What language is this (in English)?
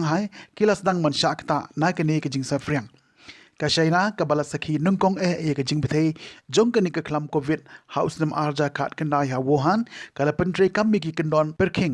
Khasi